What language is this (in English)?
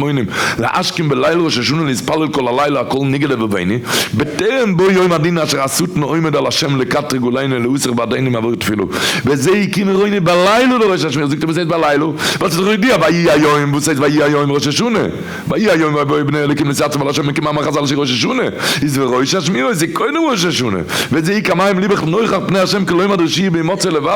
Yiddish